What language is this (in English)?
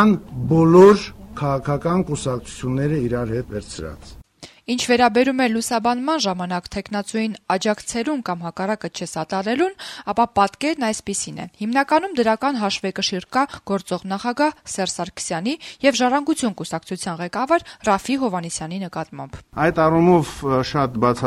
Armenian